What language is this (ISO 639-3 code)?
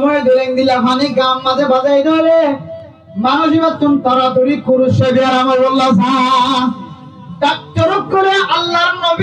rhg